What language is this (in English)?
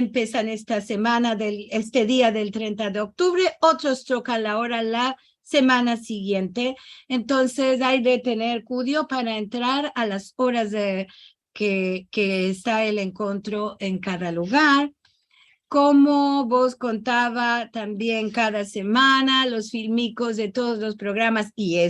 Ladino